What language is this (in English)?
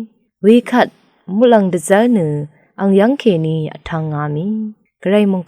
Rawang